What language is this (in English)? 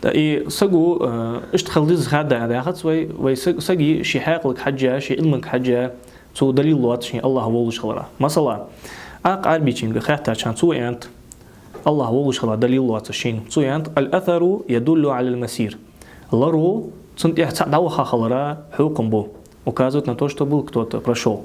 Ingush